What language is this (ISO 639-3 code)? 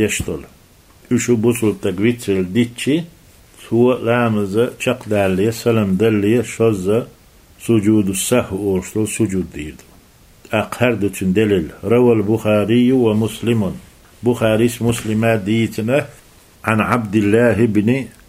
che